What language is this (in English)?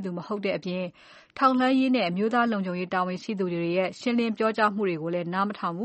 Burmese